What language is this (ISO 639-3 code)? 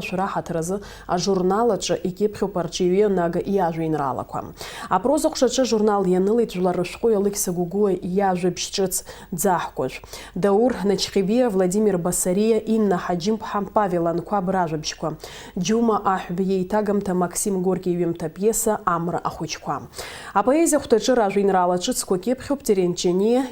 abk